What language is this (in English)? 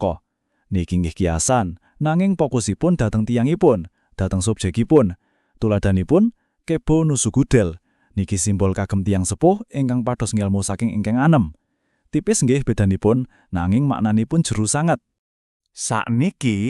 Javanese